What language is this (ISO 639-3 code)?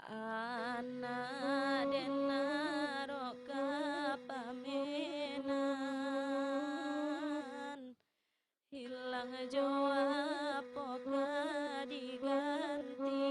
min